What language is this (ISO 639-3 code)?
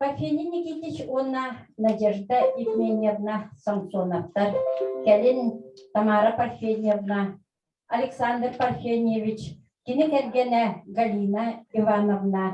sah